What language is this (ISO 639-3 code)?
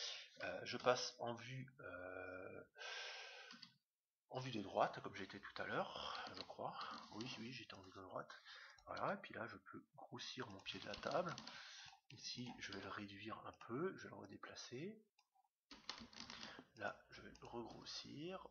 fra